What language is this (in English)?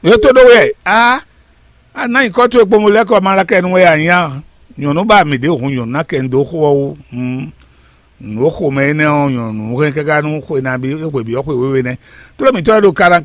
Fon